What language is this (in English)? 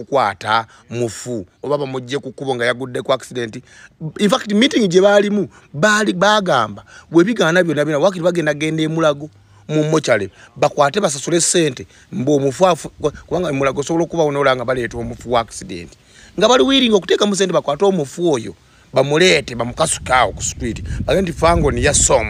Ganda